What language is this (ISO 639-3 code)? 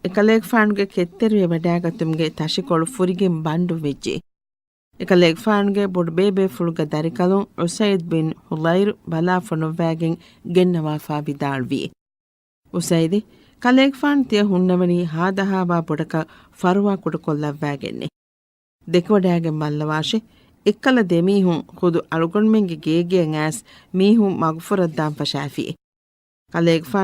div